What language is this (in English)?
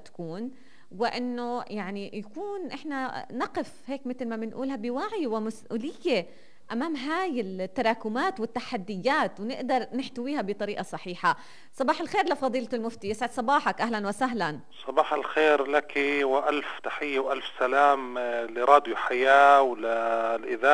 North Levantine Arabic